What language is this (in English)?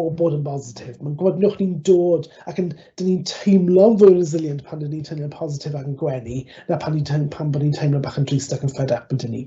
Welsh